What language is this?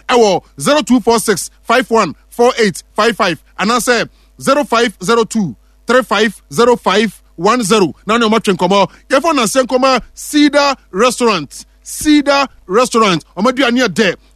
Akan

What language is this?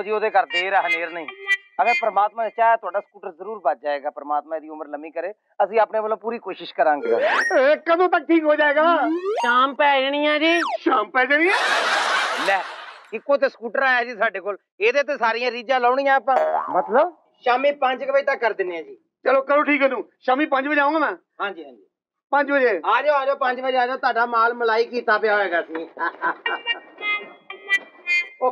Punjabi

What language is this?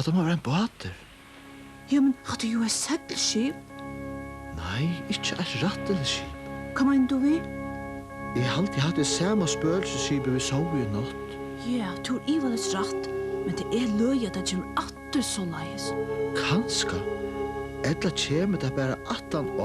Faroese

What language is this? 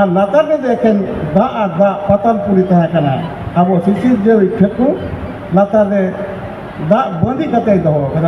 Santali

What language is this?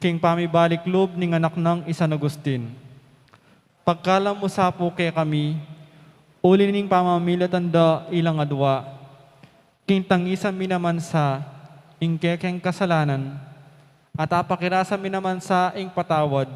Pampanga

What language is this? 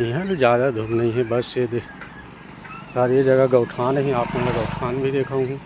Chhattisgarhi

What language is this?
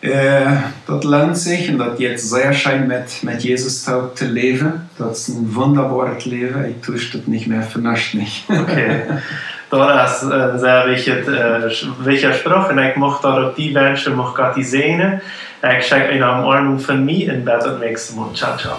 Plautdietsch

